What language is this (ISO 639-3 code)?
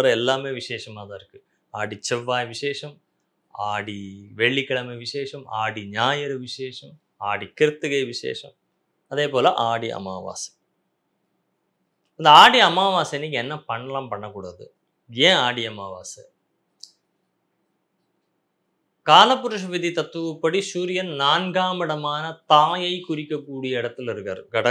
tam